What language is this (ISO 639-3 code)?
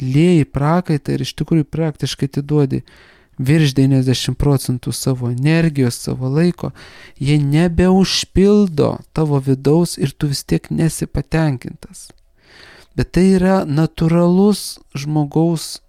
lit